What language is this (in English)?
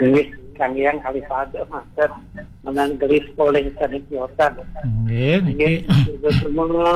Balinese